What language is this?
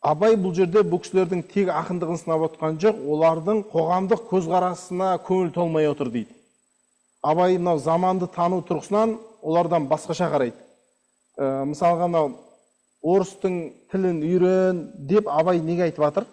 Kazakh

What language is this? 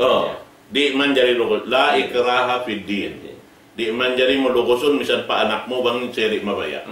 Tausug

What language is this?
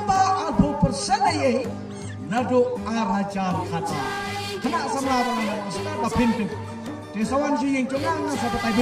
Khasi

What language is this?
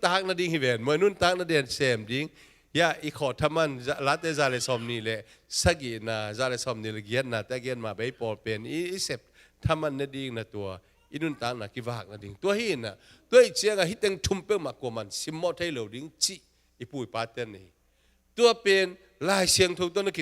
Tedim Chin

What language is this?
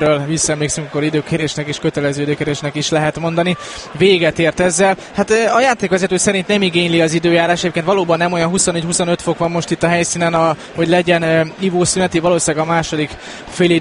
Hungarian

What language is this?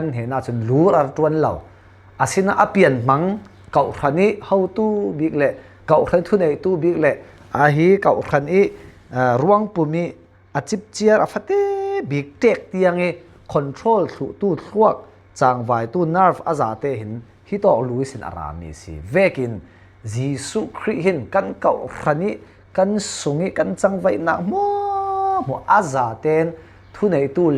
Falam Chin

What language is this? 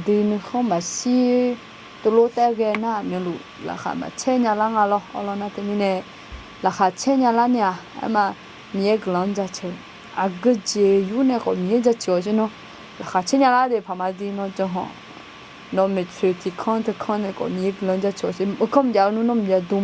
Akha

